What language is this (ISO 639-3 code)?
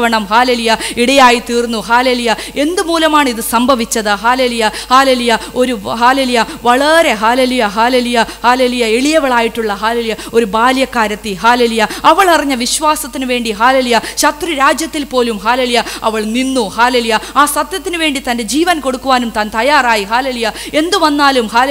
mal